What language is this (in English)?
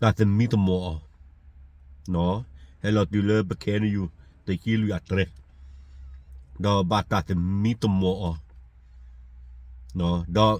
S'gaw Karen